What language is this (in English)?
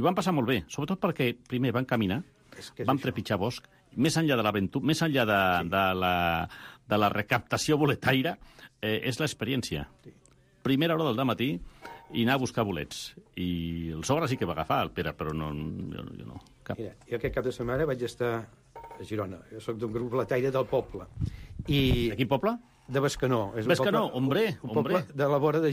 Catalan